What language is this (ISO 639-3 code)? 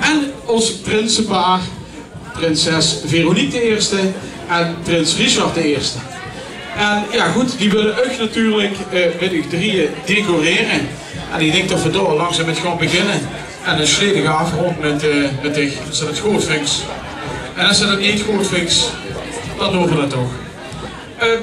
lim